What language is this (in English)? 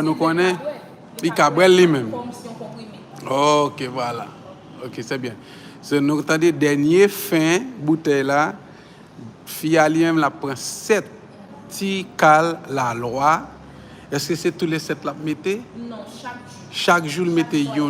Haitian Creole